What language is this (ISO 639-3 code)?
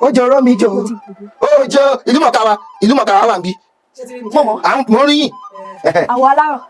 yor